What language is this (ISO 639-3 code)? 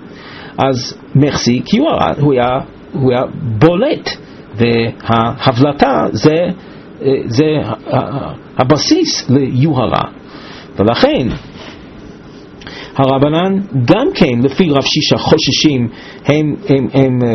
heb